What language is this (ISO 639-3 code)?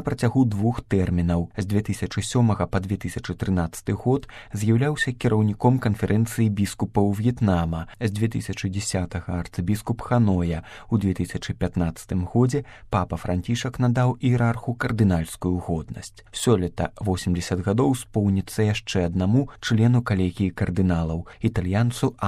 bel